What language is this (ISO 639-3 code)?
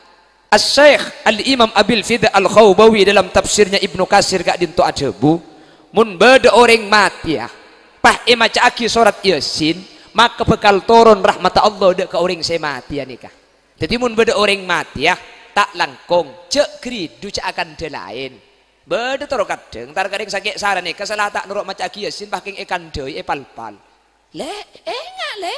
mad